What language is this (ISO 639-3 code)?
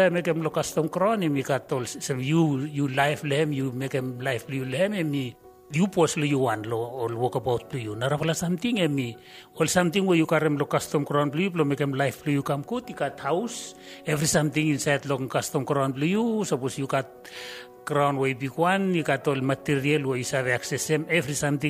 bis